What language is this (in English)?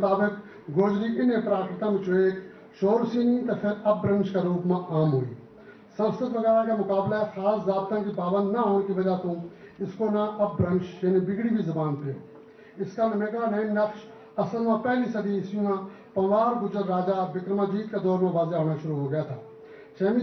Gujari